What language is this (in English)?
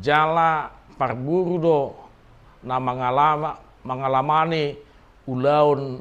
Batak Toba